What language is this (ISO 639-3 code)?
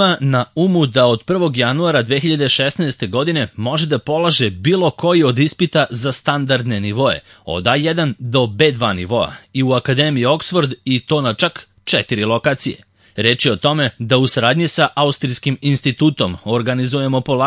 srp